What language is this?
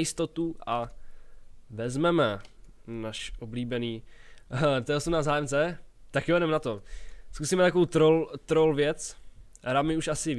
Czech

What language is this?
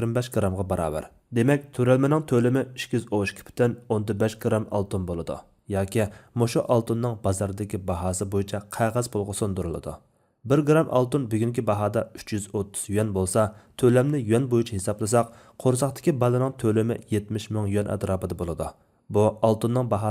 Uyghur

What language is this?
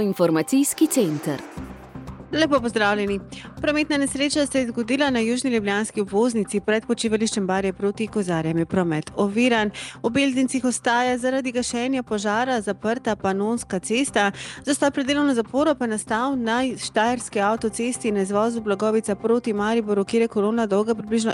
Slovenian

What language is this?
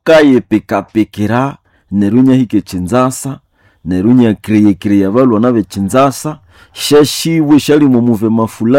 Nande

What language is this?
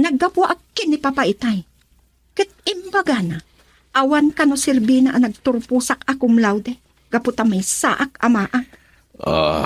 Iloko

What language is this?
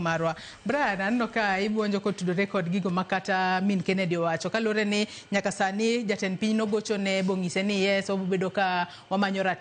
Luo (Kenya and Tanzania)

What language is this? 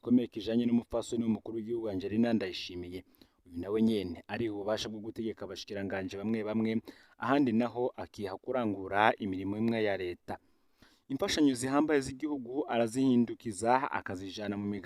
Rundi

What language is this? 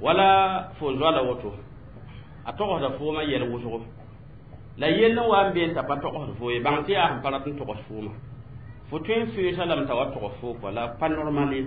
Mossi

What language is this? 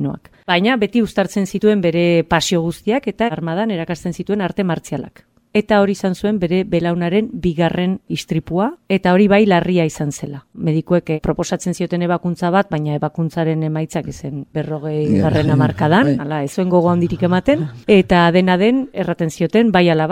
Basque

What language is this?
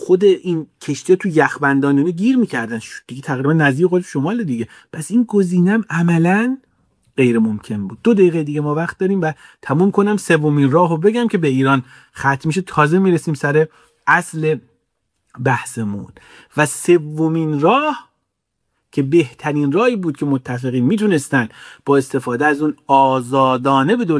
Persian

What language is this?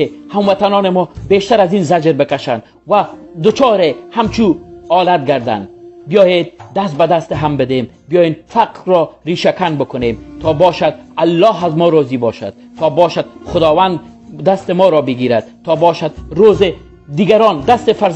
Tajik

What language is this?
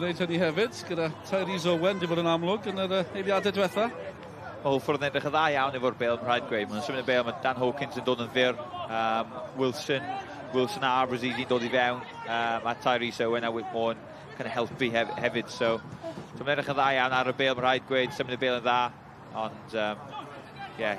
Welsh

